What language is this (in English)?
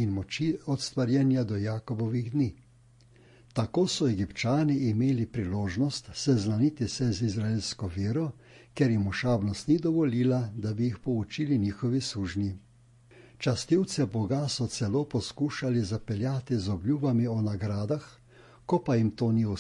Slovenian